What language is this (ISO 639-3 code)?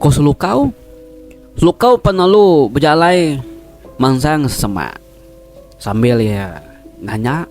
iba